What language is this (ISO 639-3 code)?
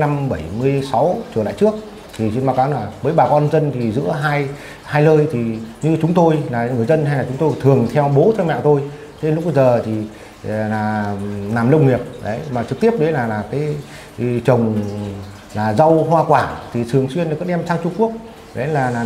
vie